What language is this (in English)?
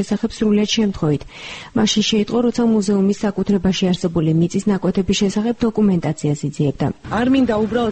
Georgian